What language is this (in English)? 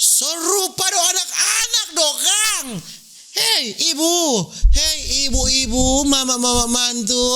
Manado Malay